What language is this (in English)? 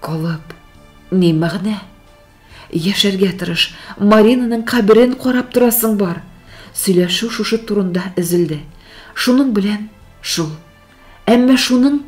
Tatar